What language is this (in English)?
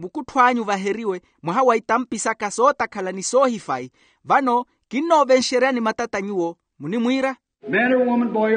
Makhuwa